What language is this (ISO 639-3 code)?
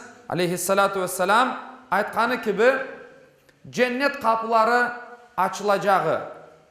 crh